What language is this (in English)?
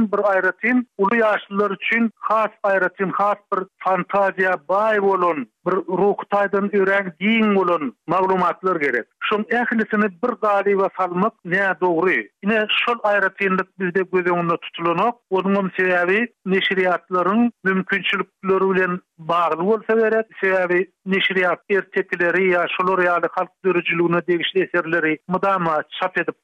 Turkmen